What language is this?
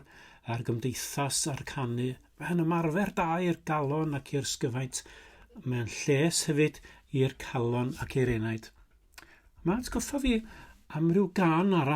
Welsh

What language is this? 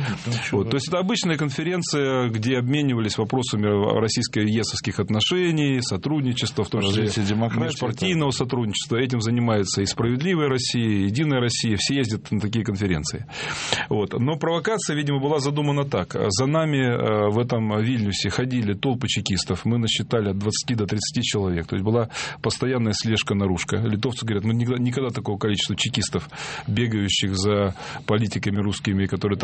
Russian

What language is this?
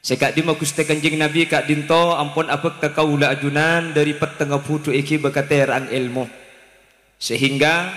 Madurese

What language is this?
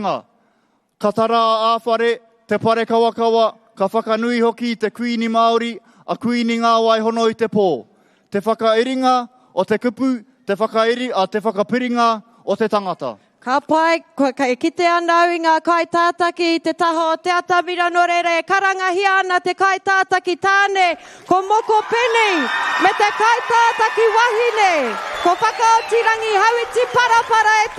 Māori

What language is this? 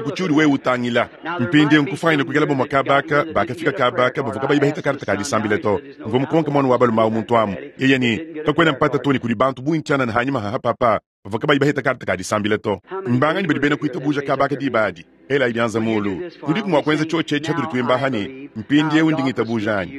Luba-Lulua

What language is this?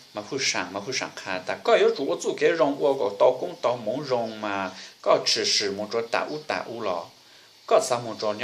Hmong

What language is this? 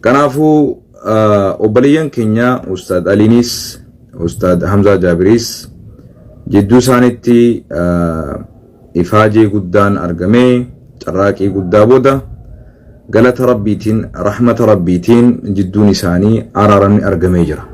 Oromo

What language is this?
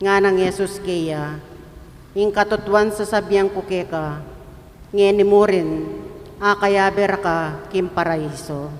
Pampanga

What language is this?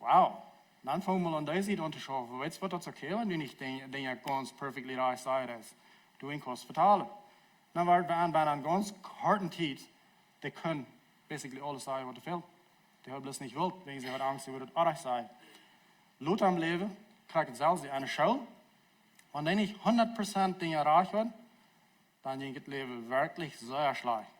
Plautdietsch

